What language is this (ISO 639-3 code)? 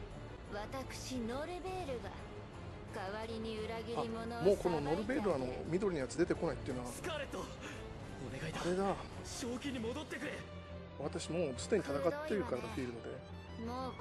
jpn